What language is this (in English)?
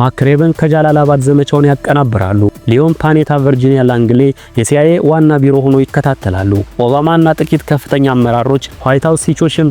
Amharic